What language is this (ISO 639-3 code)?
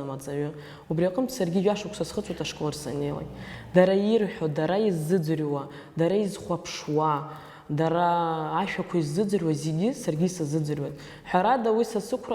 abk